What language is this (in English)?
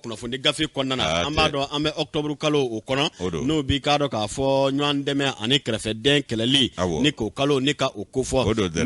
Bambara